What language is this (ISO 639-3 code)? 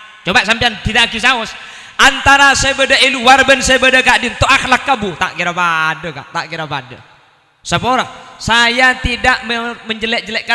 mad